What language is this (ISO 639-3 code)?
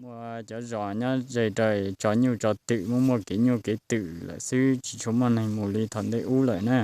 hmn